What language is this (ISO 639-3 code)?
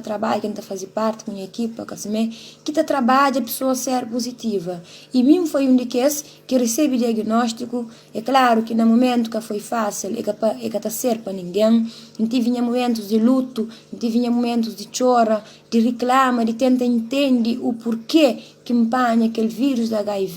kea